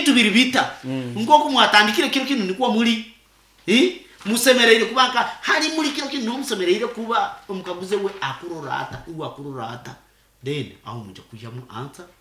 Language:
Nyoro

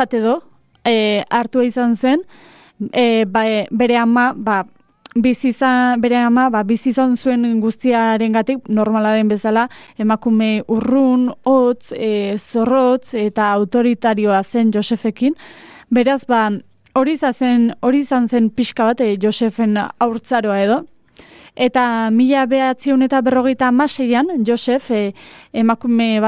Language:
Basque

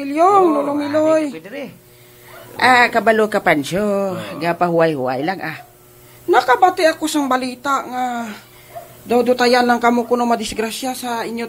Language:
Hiligaynon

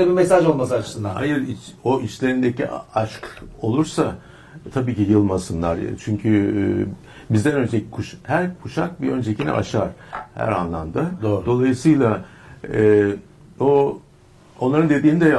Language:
Turkish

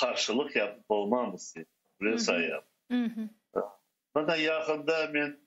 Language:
Crimean Tatar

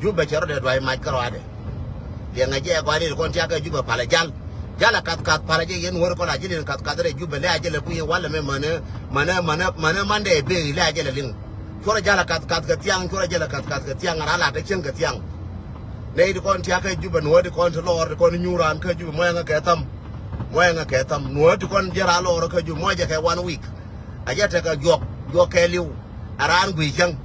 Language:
Nuer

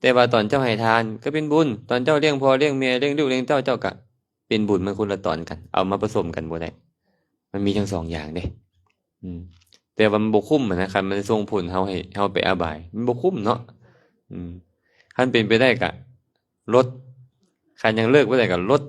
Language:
Lao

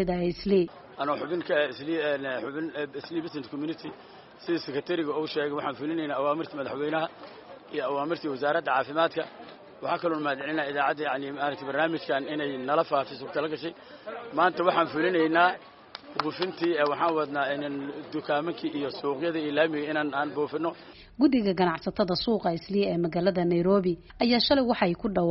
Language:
Somali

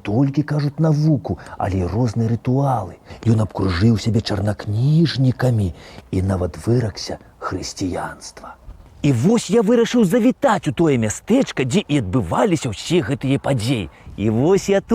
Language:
Belarusian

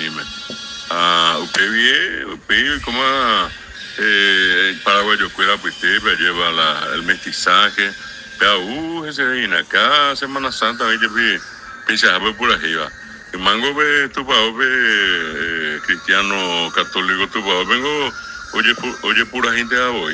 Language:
Guarani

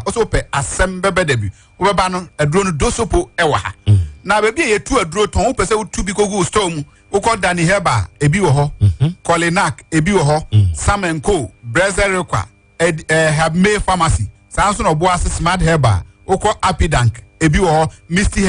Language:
Akan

